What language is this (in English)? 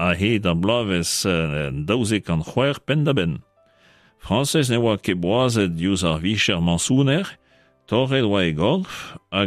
Breton